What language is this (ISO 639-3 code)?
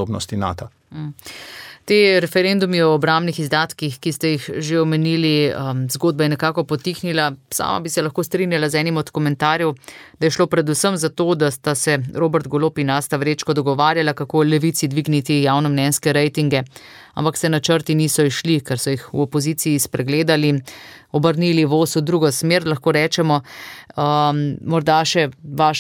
slv